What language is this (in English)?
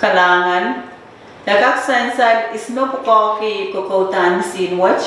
Pohnpeian